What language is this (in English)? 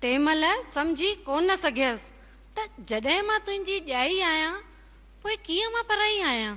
Sindhi